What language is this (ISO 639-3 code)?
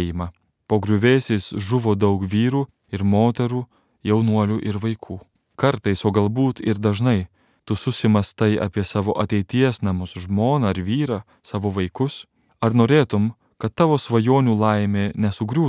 lit